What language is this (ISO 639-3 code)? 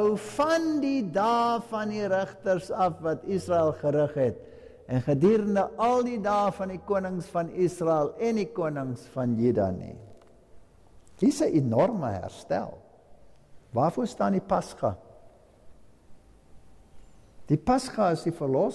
afr